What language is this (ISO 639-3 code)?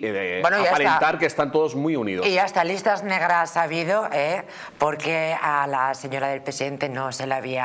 spa